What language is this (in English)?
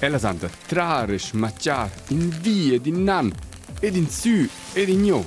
Romansh